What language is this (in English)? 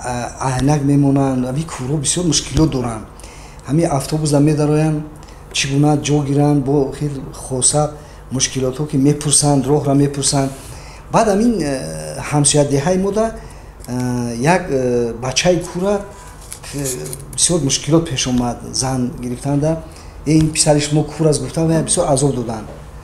Tajik